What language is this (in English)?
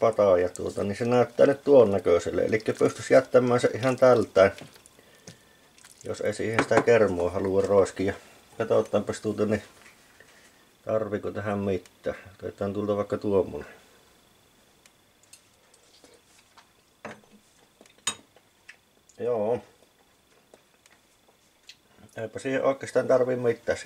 Finnish